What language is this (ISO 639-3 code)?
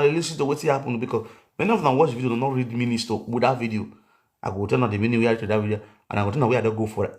pcm